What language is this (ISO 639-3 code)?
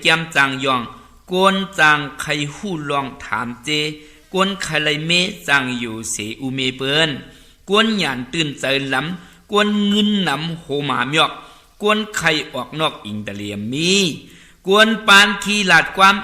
shn